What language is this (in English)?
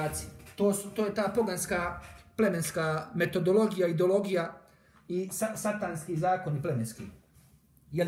Bosnian